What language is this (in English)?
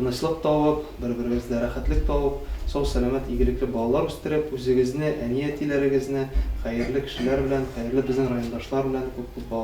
Tatar